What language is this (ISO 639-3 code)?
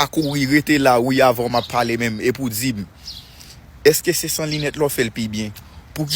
hat